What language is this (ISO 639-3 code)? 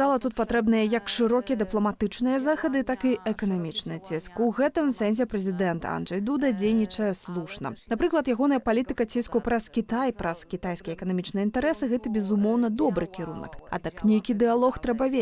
bel